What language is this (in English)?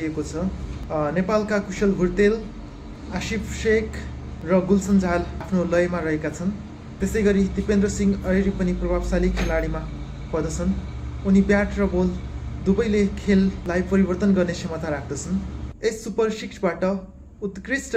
Nepali